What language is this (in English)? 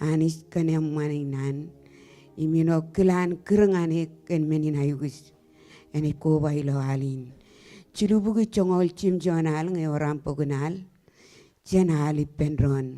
Marshallese